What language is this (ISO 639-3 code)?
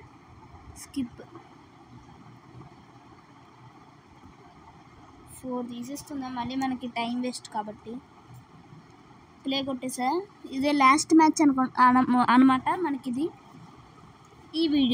tel